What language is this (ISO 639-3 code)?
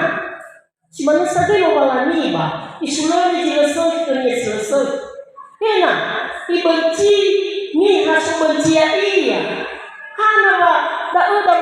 nia